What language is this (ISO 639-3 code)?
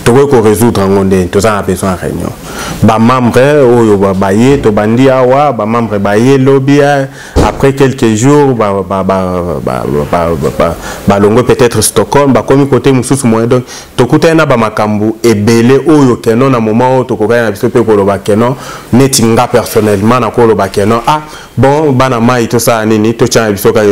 lin